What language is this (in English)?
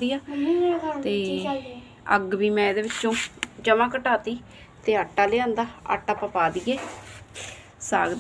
Punjabi